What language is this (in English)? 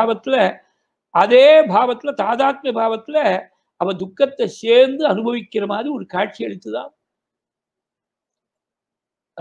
Tamil